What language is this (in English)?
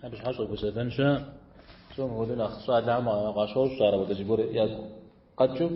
Kabardian